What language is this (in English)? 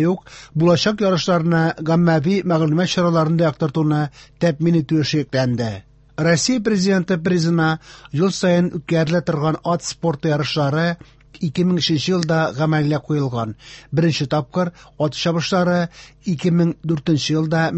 Tatar